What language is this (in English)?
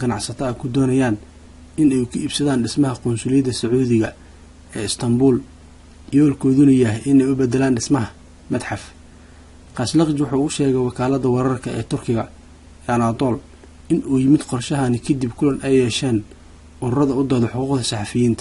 Somali